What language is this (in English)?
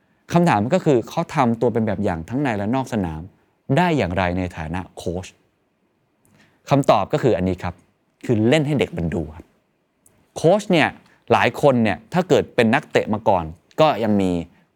Thai